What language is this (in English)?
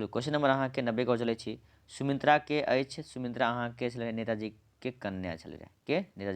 Maithili